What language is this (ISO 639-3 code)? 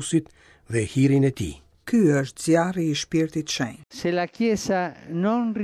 sqi